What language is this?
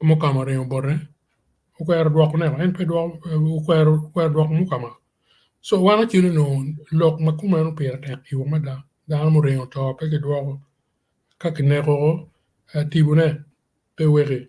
Acoli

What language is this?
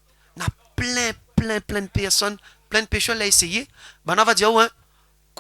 Réunion Creole French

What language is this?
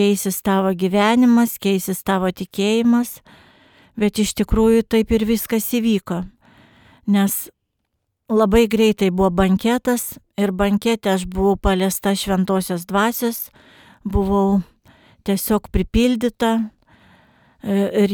Lithuanian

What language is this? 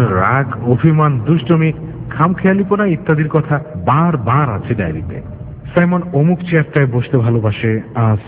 Bangla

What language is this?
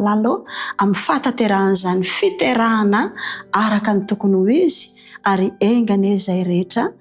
Malagasy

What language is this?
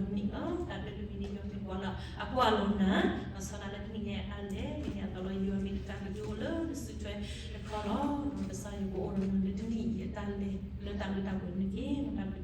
S'gaw Karen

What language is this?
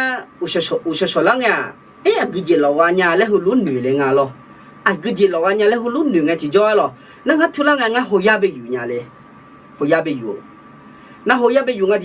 Akha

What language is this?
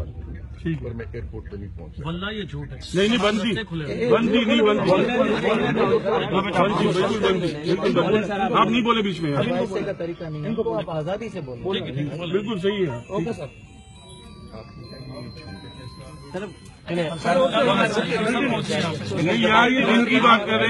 Urdu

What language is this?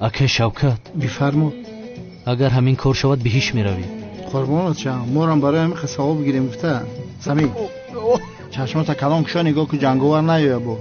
Tajik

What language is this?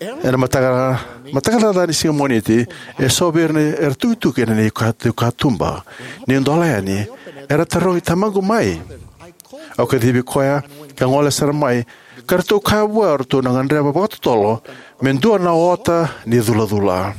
Fijian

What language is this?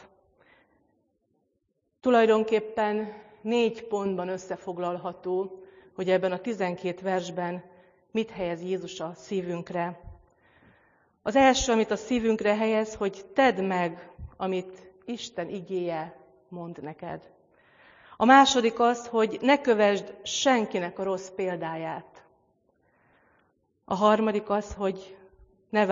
Hungarian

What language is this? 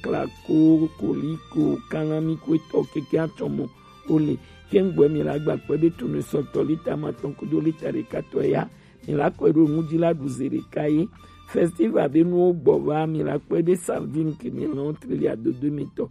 Gen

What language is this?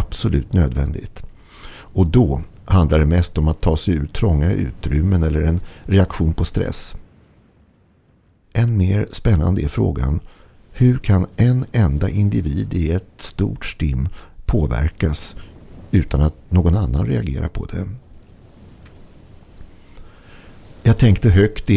Swedish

